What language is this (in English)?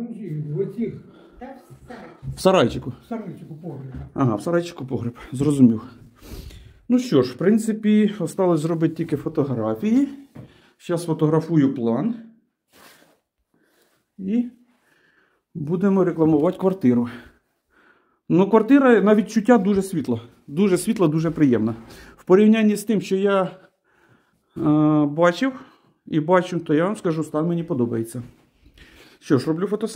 Ukrainian